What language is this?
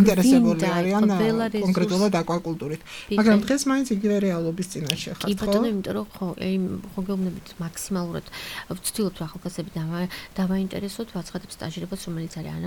Georgian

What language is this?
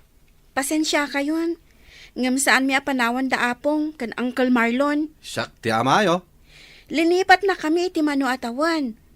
Iloko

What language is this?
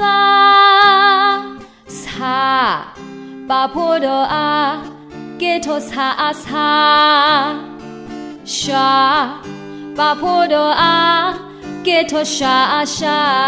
S'gaw Karen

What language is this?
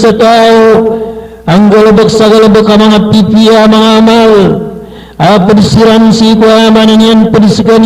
Maranao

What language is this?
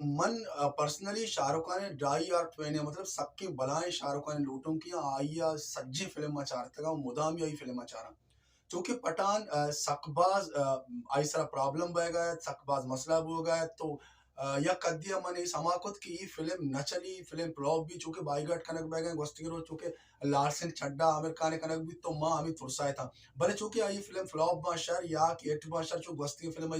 Baluchi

